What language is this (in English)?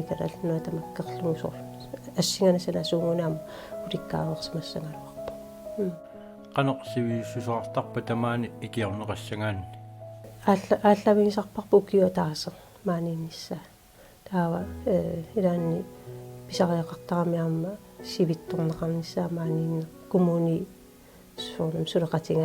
Kalaallisut